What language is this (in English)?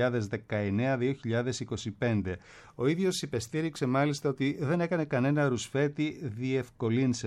Greek